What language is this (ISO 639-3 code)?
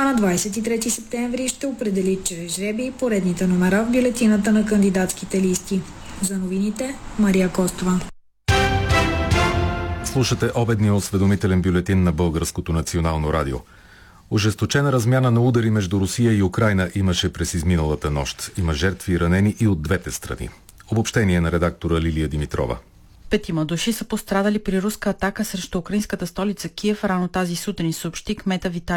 bul